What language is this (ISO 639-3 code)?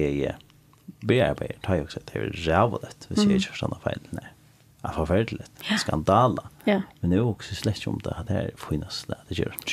fao